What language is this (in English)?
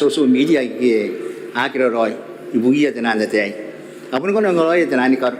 Gilbertese